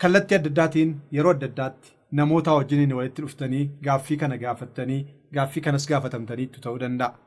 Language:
Oromo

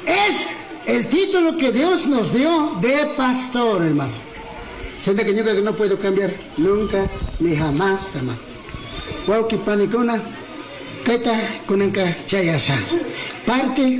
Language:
Chimborazo Highland Quichua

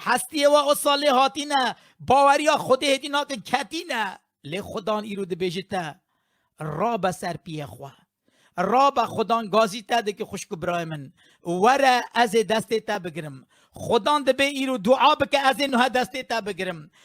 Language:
Kurdish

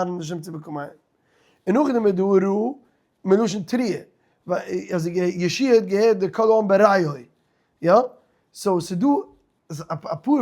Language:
Yiddish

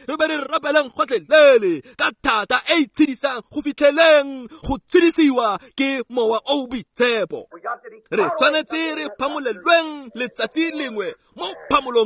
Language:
Tswana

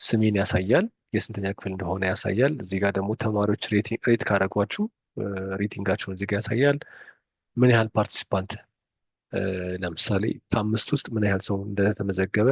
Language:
Amharic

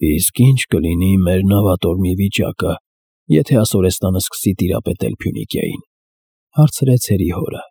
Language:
Armenian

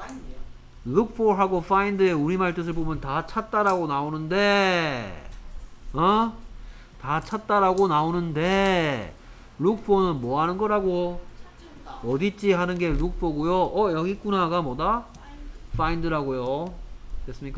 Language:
Korean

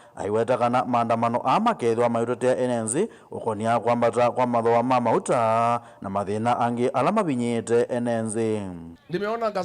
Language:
Kamba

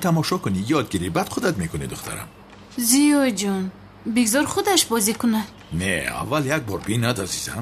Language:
Tajik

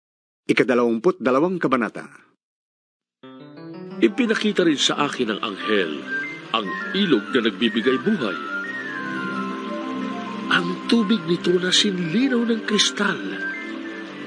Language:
Filipino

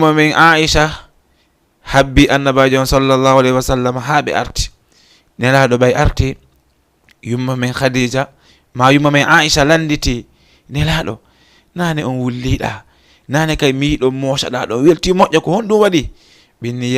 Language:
Fula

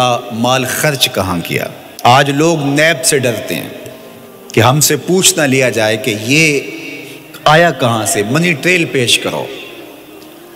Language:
Urdu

